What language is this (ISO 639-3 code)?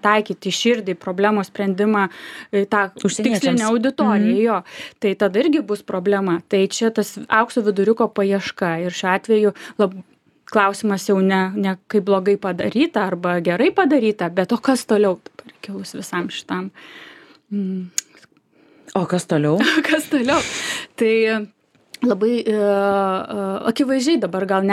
lit